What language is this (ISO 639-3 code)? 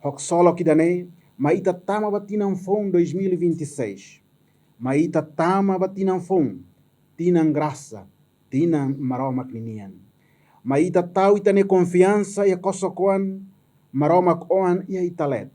tet